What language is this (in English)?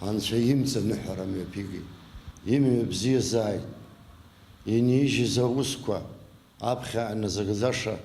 Abkhazian